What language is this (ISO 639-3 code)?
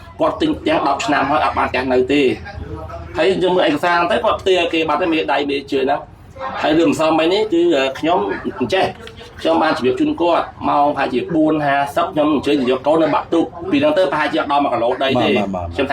khm